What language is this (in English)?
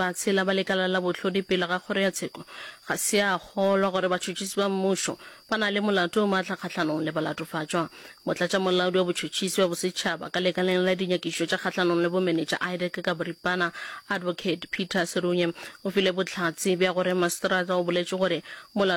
Northern Sotho